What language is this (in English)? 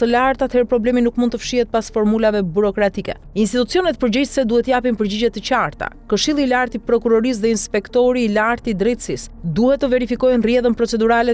Albanian